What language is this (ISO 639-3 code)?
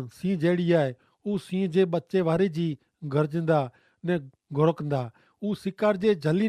kfr